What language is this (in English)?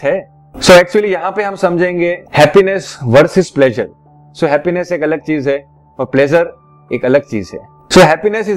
Hindi